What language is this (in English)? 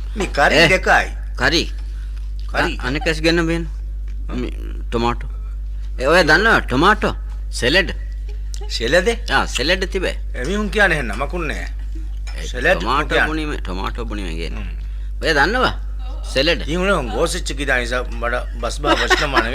Divehi